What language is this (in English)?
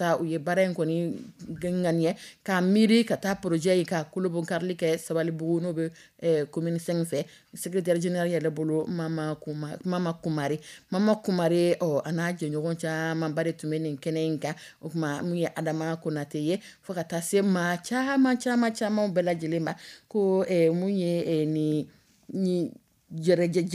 Dyula